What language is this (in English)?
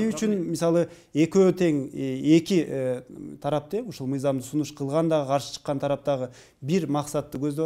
Kyrgyz